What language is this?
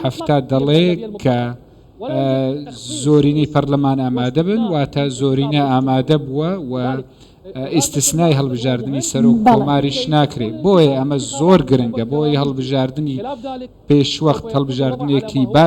Central Kurdish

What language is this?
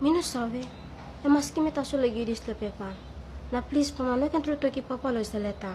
Tok Pisin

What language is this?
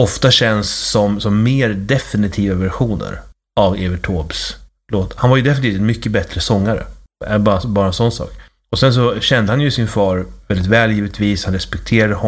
Swedish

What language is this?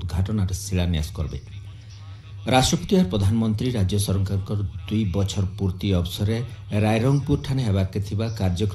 Odia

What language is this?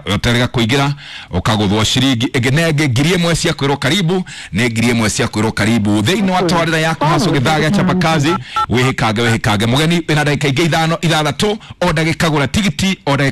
Kikuyu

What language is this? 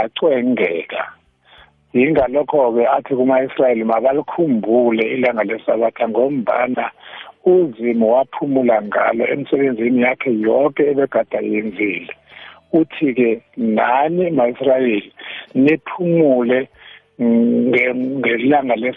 South Ndebele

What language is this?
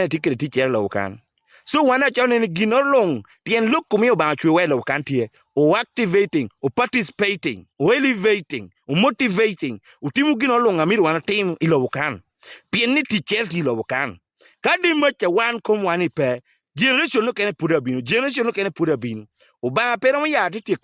Acoli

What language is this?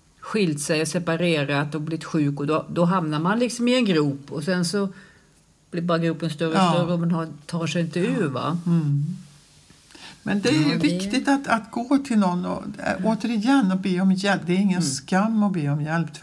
Swedish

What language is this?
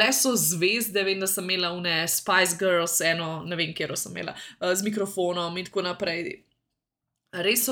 Slovenian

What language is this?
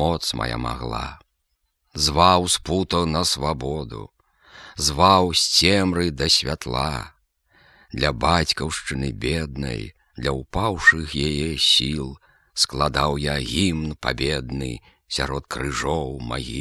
Belarusian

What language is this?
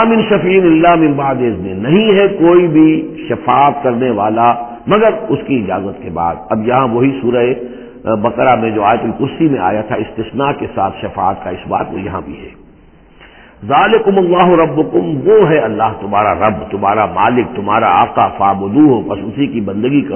Urdu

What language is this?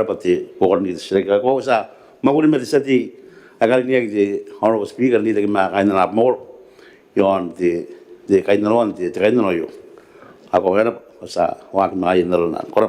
Gilbertese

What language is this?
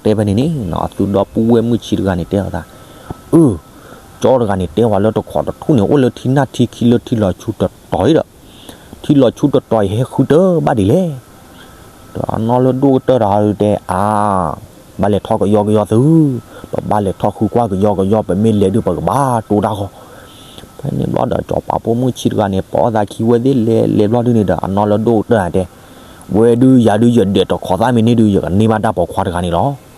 S'gaw Karen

